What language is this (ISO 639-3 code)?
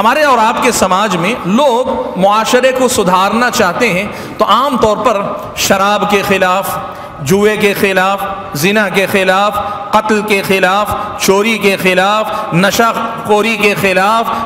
urd